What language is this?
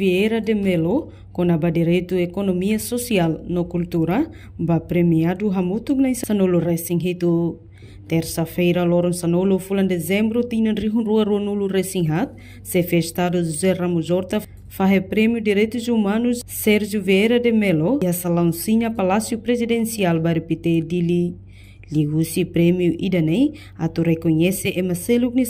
Tetum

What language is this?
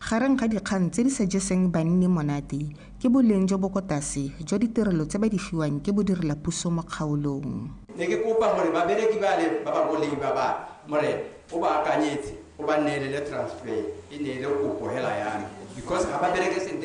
Tswana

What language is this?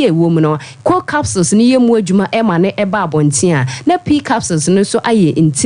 Akan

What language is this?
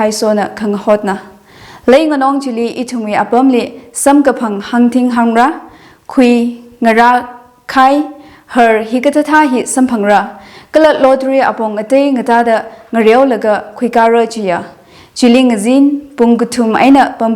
Tangkhul Naga (India)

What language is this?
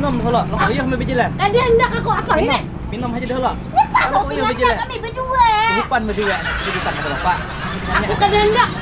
Banjar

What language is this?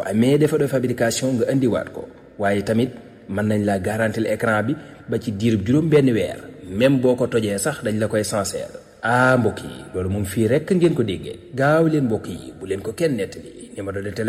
Wolof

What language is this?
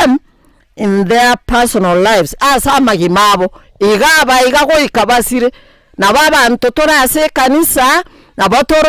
Gusii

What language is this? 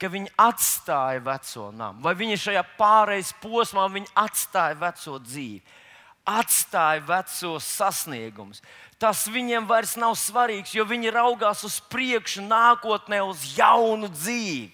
Latvian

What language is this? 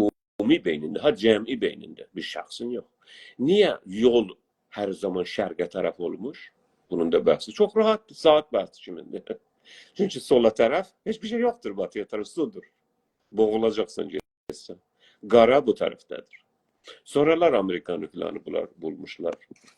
South Azerbaijani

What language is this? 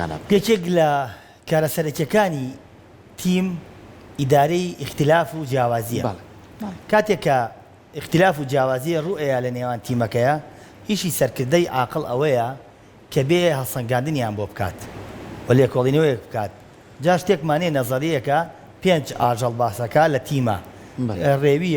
Central Kurdish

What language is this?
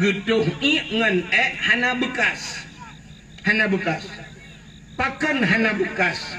Achinese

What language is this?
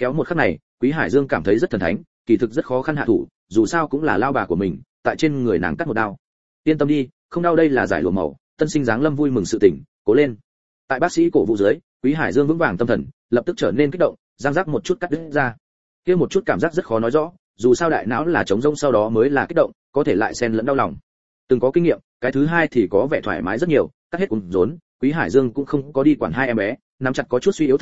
Vietnamese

